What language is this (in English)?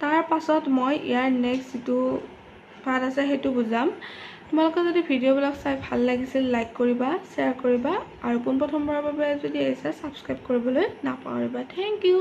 Assamese